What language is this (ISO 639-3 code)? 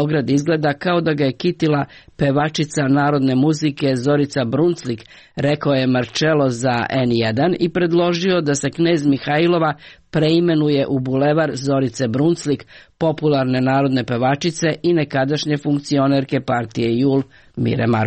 srp